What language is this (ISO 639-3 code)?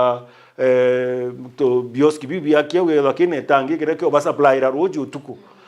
mer